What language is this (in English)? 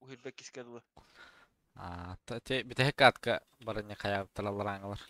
Yakut